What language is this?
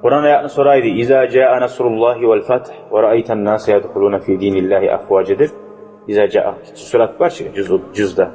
Kumyk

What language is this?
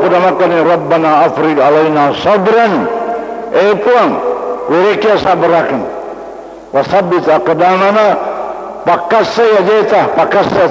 Buginese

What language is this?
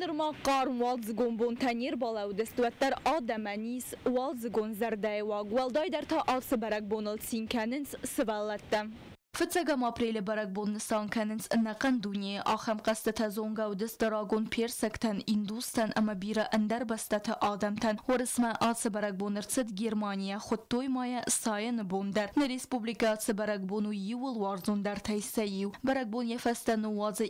Ossetic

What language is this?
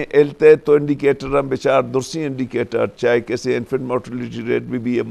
Eastern Balochi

